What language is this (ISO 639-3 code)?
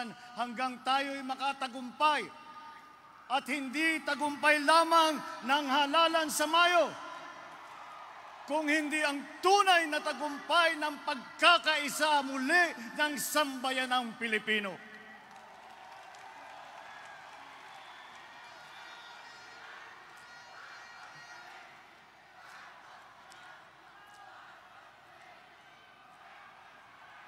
fil